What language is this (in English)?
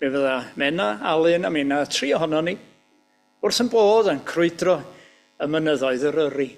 Welsh